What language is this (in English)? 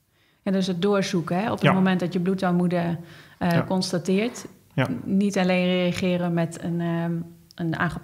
Dutch